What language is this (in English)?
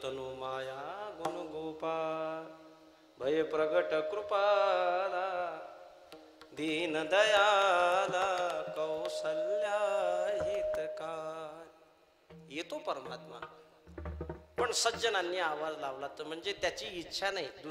Marathi